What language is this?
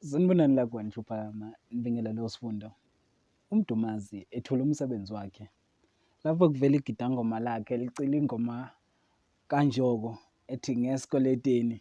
Zulu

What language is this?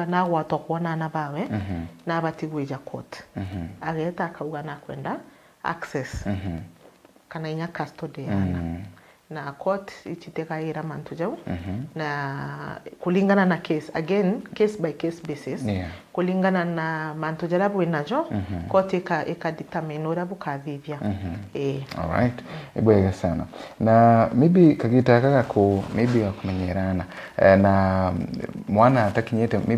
Meru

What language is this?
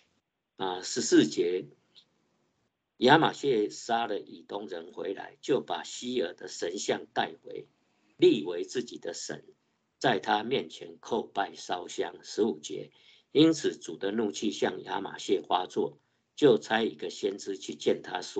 Chinese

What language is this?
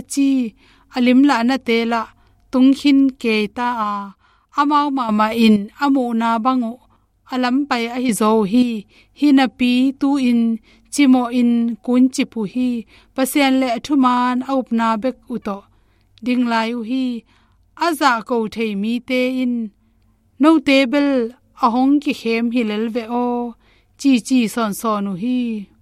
Tedim Chin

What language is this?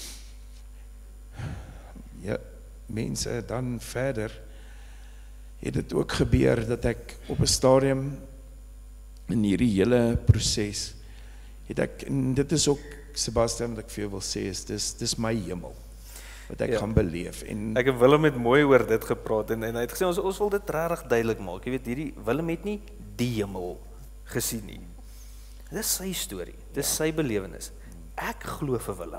Afrikaans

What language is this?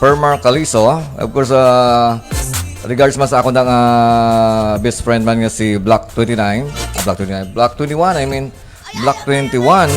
Hiligaynon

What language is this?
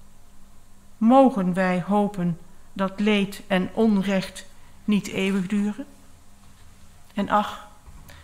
Dutch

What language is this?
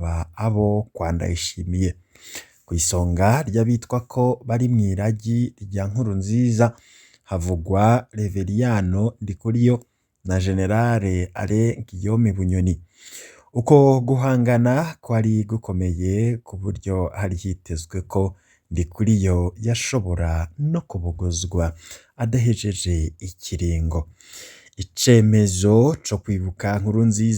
Rundi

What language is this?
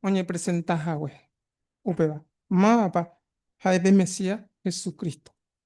Guarani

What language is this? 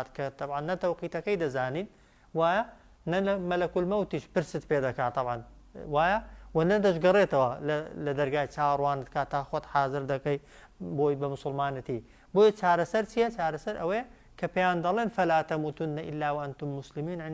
Central Kurdish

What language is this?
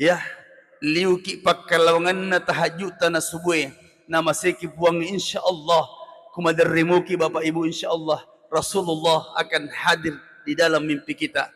Buginese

